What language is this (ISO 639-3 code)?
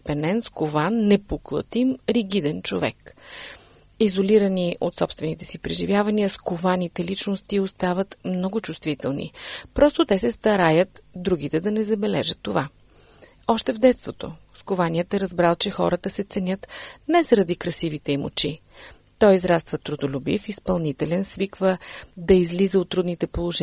bul